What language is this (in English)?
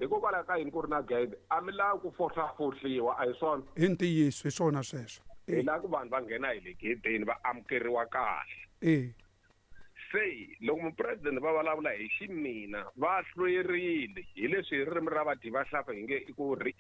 Tsonga